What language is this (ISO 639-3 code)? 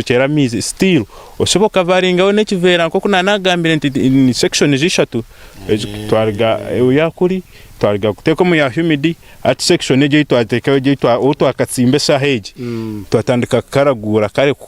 nyn